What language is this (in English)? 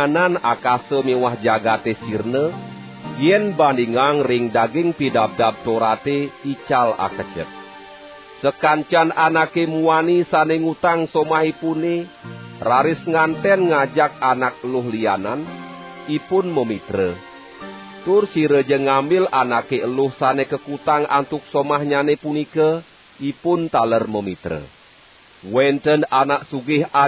Balinese